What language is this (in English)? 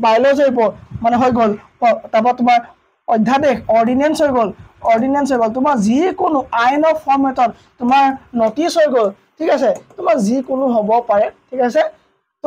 Assamese